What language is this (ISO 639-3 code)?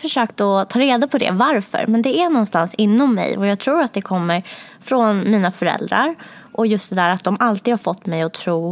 swe